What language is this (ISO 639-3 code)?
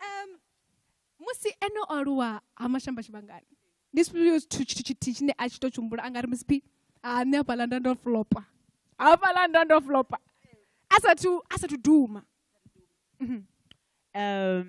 ven